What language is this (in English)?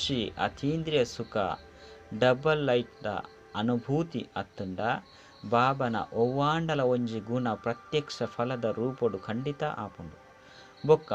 Tulu